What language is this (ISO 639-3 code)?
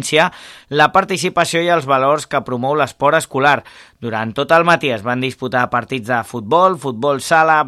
cat